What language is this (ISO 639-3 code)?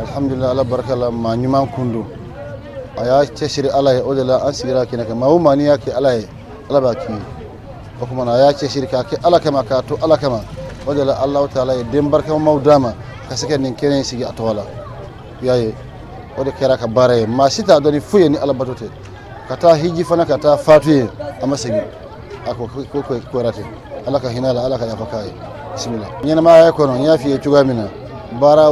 bam